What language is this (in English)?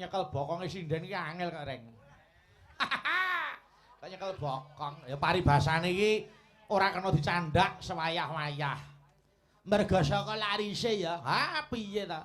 Javanese